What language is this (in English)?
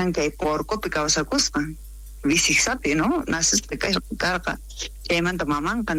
South Bolivian Quechua